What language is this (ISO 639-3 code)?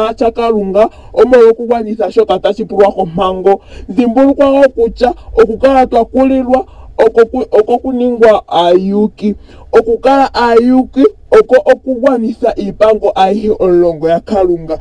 ndo